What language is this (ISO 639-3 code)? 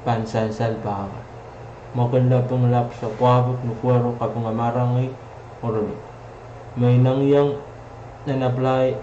pon